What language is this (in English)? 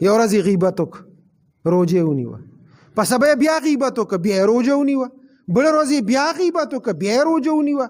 Pashto